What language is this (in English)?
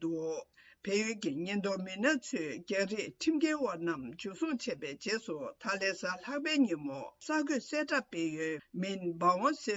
Tibetan